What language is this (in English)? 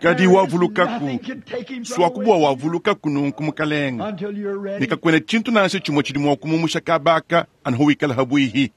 Luba-Lulua